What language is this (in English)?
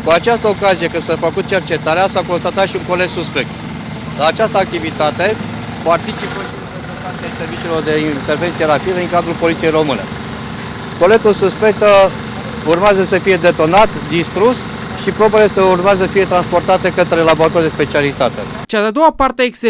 Romanian